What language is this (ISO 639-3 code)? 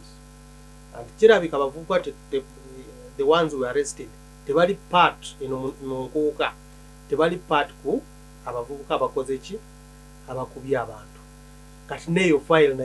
lug